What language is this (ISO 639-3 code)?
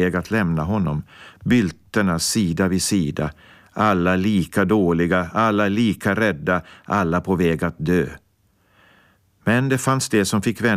swe